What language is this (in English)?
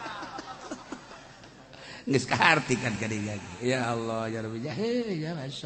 Sundanese